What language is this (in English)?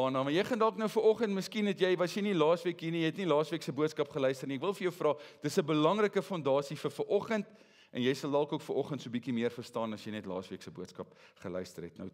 Afrikaans